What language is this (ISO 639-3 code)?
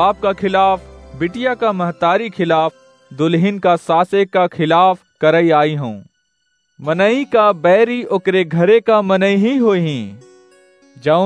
awa